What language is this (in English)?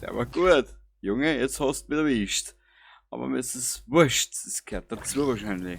Bavarian